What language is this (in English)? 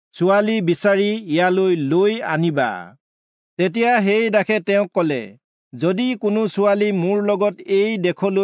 Assamese